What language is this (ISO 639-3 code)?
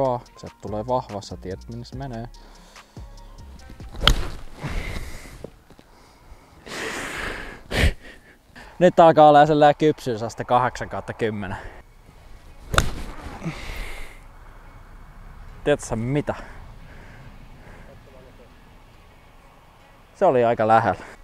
fin